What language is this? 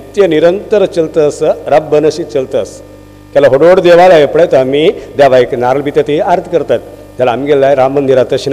Konkani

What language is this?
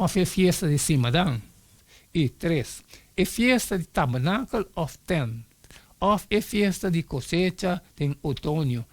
Papiamento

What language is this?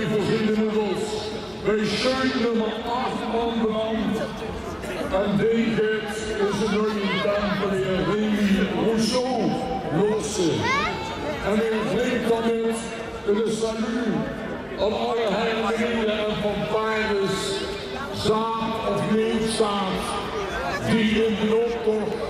Limburgish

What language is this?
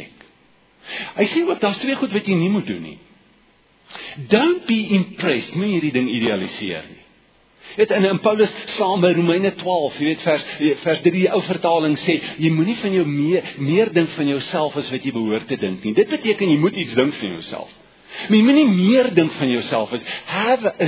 Afrikaans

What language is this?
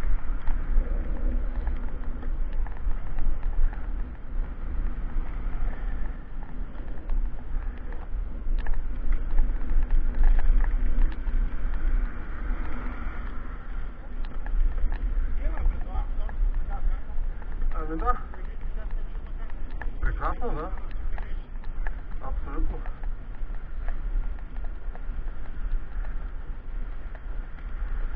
Bulgarian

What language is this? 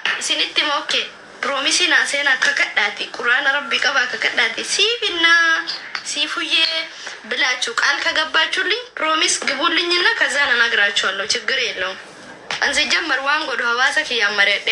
Oromo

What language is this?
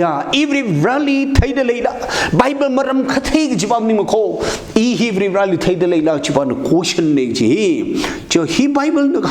Tangkhul Naga (India)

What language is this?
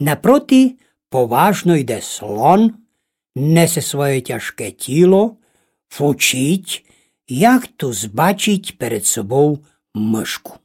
Rusyn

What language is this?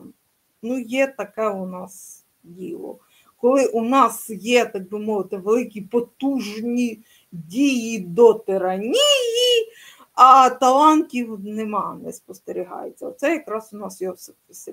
Ukrainian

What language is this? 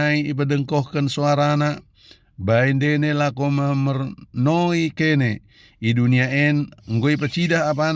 Batak Dairi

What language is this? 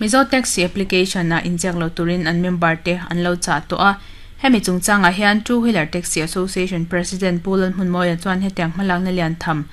Mizo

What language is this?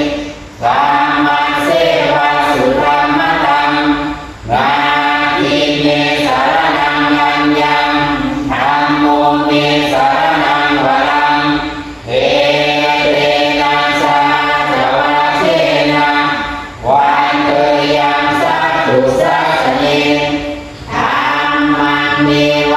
Pali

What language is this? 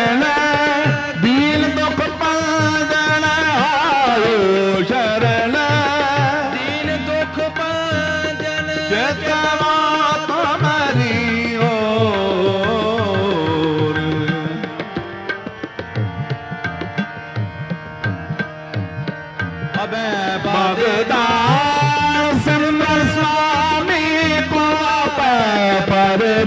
Punjabi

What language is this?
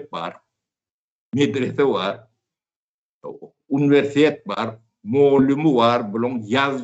Turkmen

